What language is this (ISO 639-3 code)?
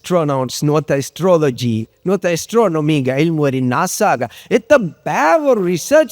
div